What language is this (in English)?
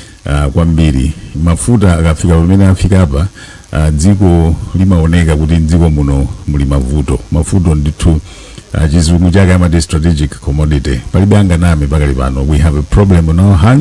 Nyanja